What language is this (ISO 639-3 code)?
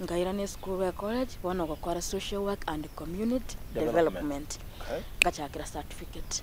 guz